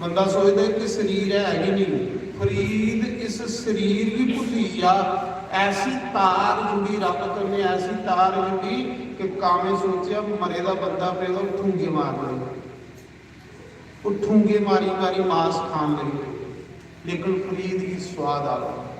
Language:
Dogri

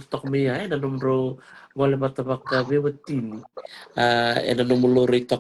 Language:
Fijian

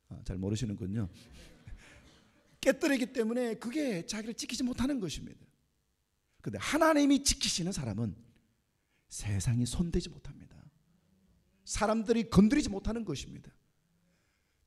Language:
Korean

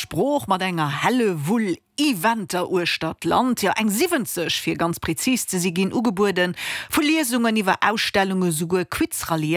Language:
Luxembourgish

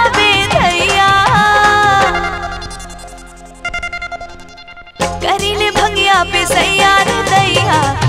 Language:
Bhojpuri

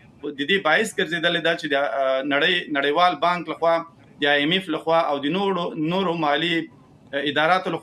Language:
Pashto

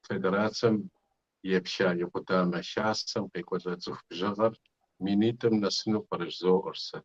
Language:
Kabardian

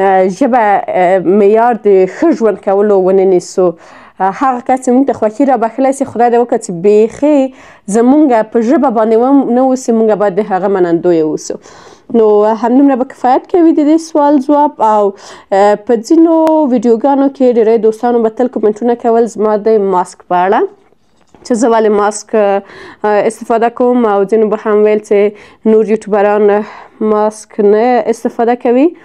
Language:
Pashto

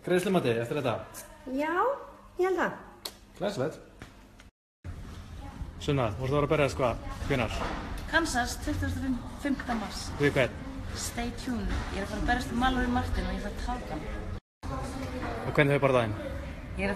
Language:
Icelandic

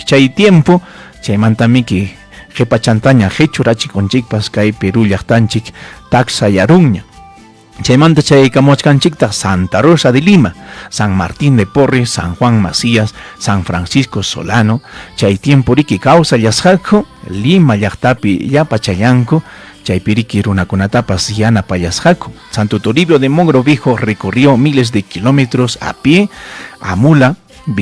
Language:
Ayacucho Quechua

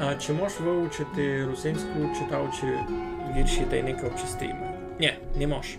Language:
Rusyn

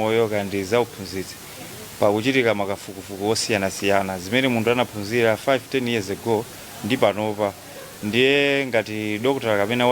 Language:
Nyanja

